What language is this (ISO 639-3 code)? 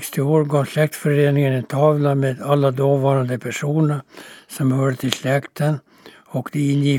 swe